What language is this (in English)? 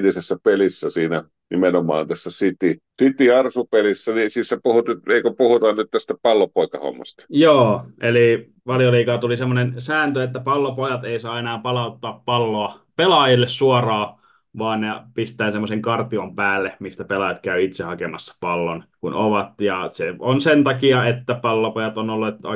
Finnish